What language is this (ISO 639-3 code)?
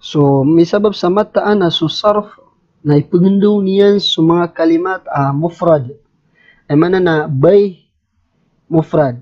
mrw